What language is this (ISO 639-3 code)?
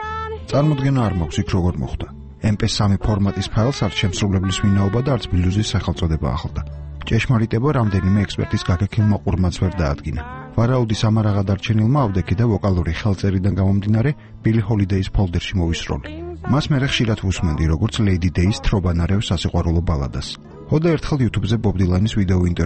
kat